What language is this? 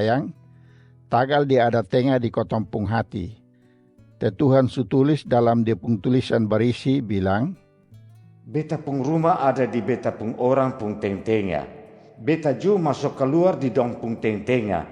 Kupang Malay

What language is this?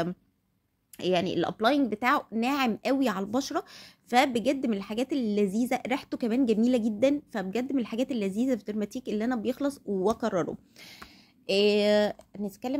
Egyptian Arabic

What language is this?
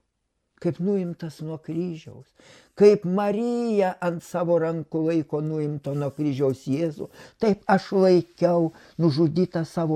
Lithuanian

